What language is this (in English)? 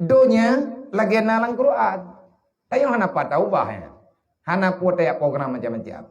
Achinese